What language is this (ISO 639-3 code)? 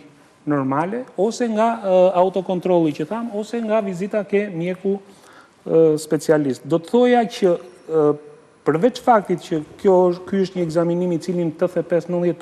sqi